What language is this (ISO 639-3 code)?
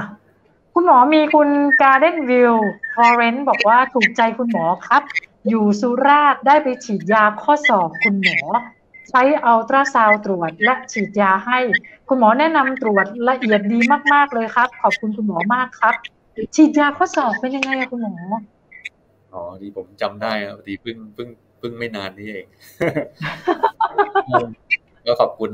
tha